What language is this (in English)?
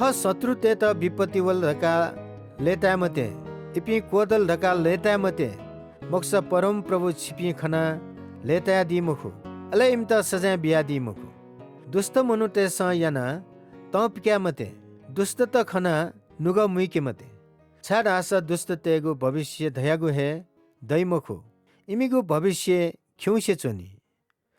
Newari